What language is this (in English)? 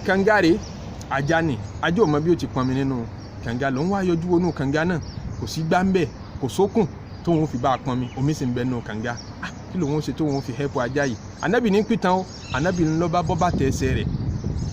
Yoruba